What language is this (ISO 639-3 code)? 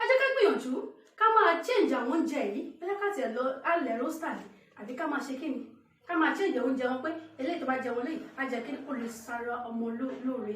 yor